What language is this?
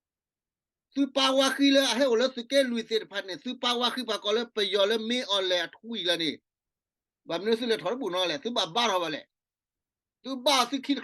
S'gaw Karen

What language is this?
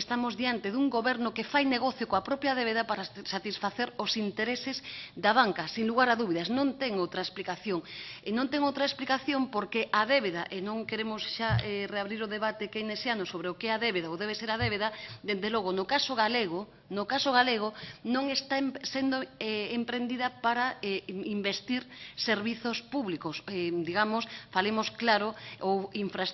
Galician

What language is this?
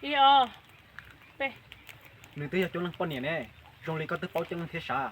Hmong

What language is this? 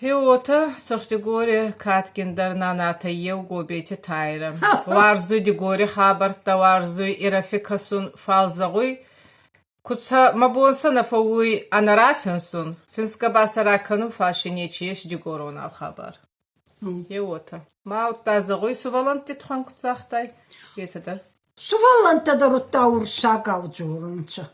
Ossetic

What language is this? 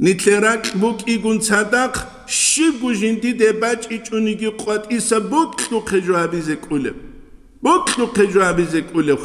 Avaric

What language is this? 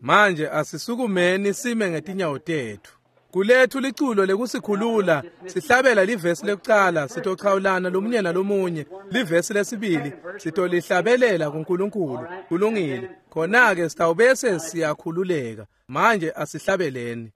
Swati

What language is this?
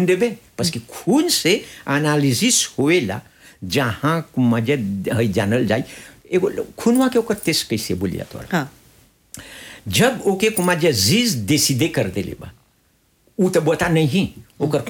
Bhojpuri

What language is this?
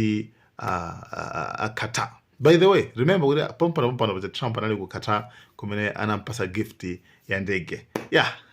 Nyanja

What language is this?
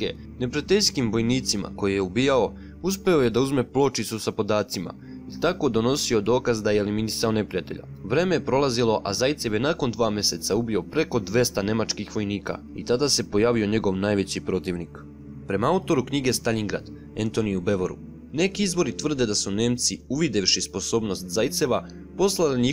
Serbian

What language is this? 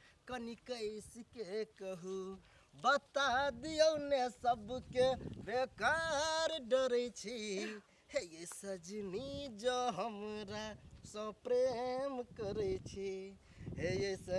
Maithili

